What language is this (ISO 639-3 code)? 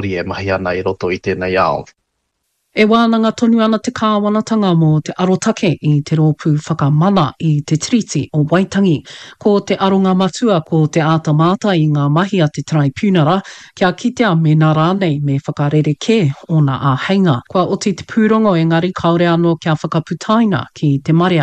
mri